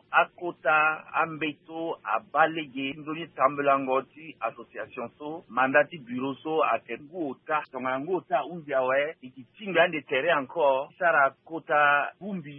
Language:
Sango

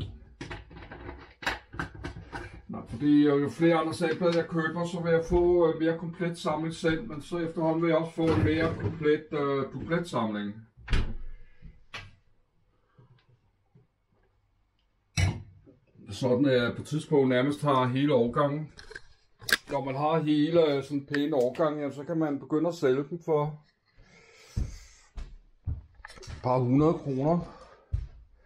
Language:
Danish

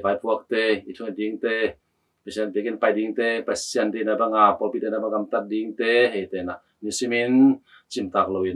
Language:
Tedim Chin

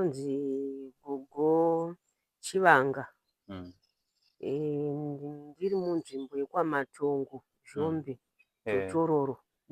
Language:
Shona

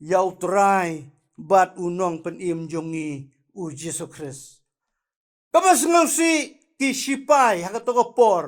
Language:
Khasi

